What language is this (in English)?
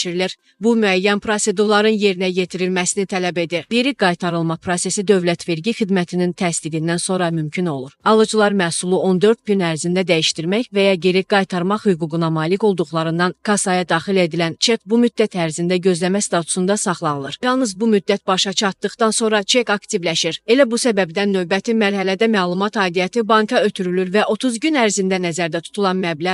Azerbaijani